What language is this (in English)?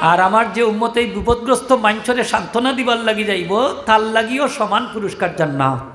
Sylheti